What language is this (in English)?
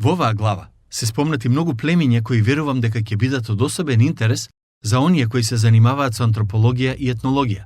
Macedonian